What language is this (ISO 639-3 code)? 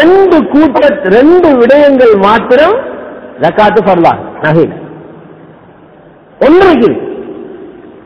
tam